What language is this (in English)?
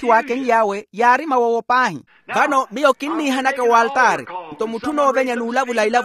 Makhuwa